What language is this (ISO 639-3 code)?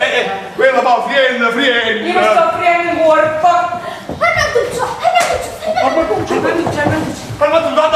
nap